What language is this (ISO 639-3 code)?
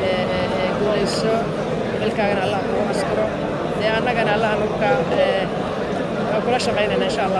som